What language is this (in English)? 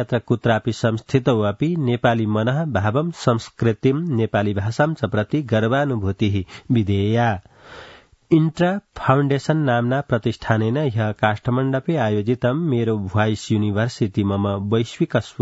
Sanskrit